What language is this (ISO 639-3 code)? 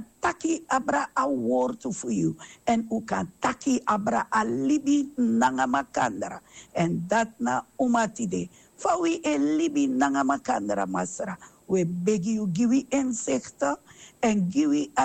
srn